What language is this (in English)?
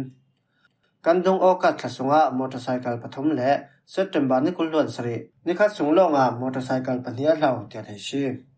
Falam Chin